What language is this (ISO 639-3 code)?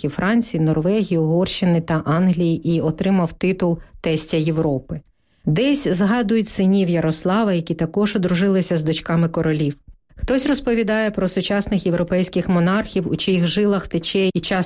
ukr